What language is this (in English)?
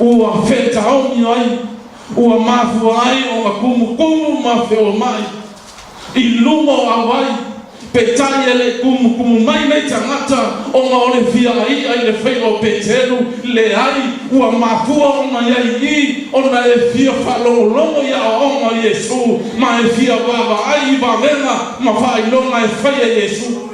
Samoan